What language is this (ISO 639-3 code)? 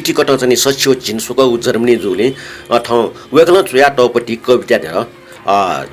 new